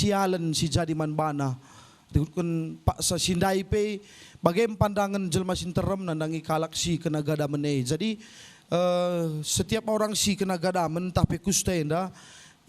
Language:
Batak Karo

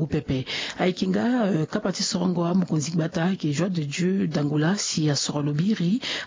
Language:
Sango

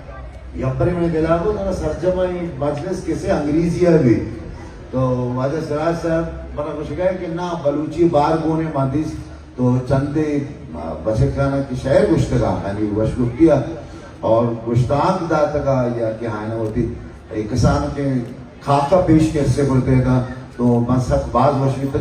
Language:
Baluchi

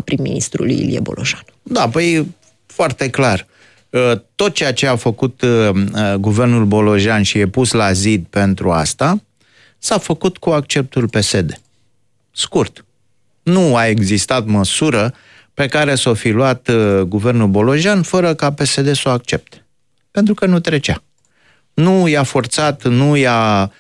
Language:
Romanian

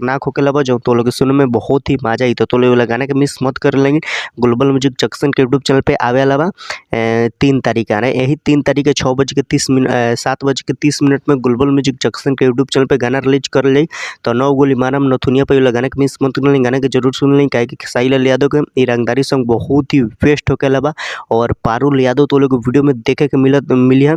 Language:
Bhojpuri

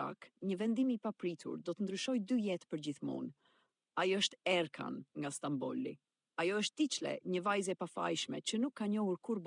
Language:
Albanian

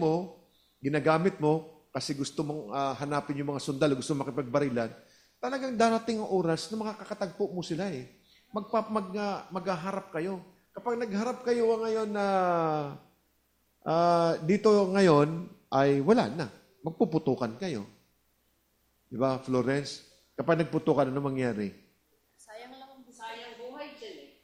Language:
Filipino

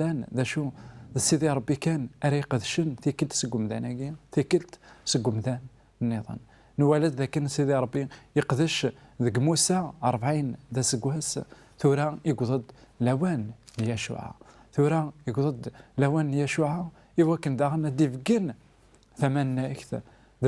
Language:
Kabyle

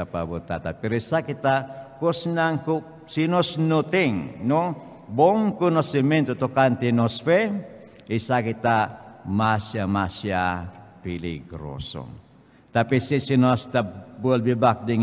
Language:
Papiamento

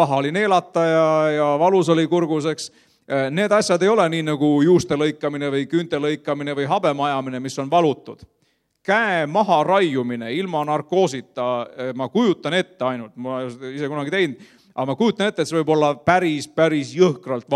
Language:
Estonian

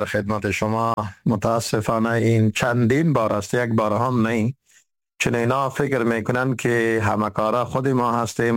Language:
Persian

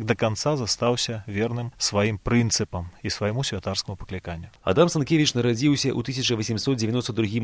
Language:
Belarusian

